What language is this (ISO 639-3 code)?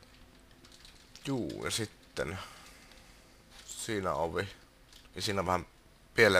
fin